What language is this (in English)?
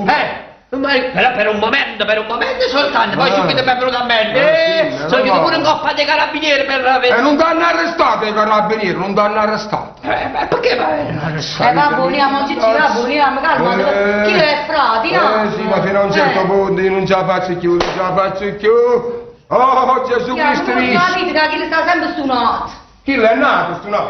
Neapolitan